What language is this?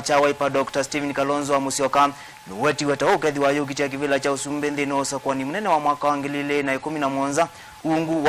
Kamba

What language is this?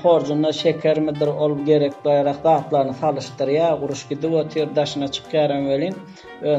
Turkmen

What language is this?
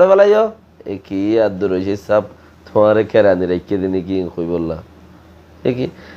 Rohingya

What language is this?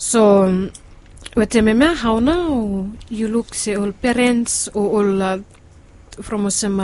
Bislama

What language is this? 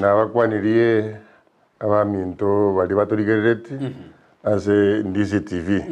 Gusii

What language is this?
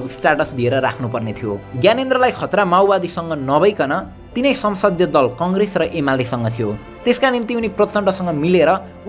Nepali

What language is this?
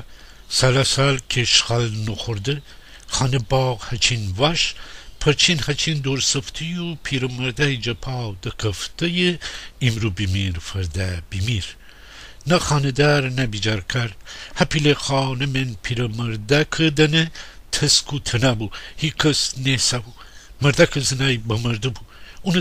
Gilaki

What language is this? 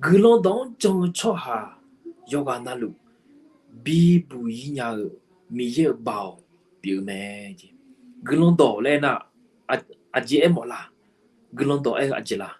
Akha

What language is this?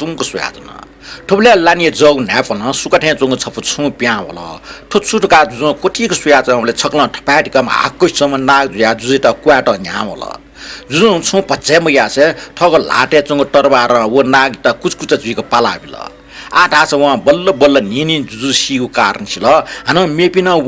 Newari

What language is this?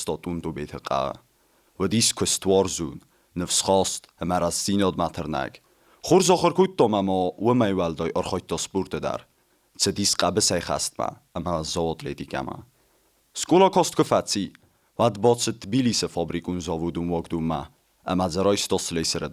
Ossetic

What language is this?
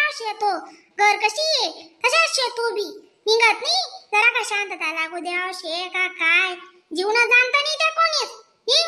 Khandesi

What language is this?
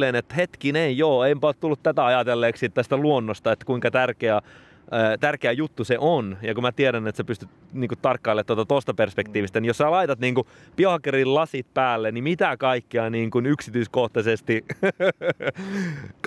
Finnish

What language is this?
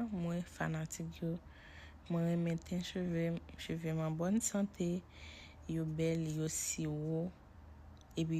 Haitian Creole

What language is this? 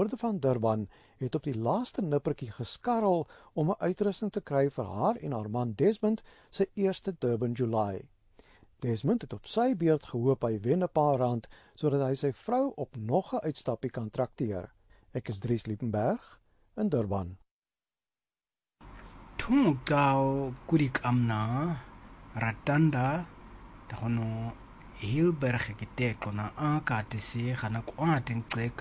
Afrikaans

